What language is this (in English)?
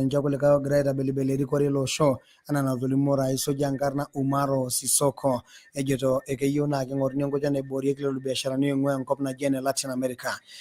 Masai